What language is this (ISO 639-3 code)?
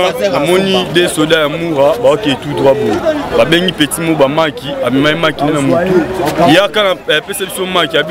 lin